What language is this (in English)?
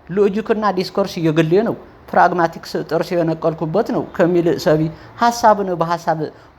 Amharic